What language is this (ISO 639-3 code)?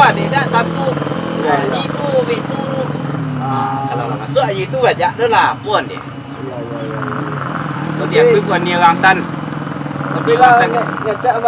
min